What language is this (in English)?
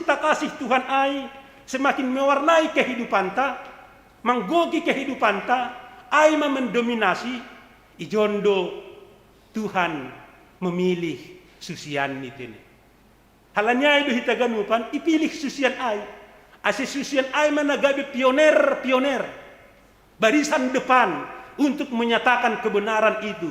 Batak Simalungun